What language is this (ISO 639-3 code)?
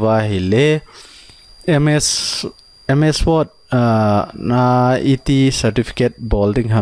tcz